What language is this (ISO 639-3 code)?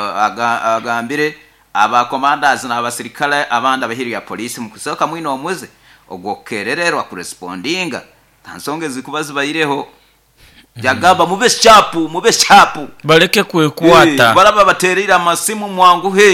nyo